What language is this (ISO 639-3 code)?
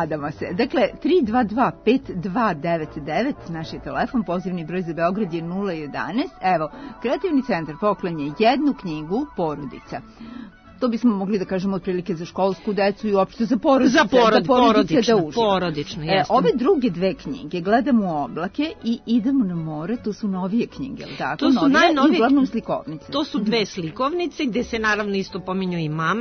srp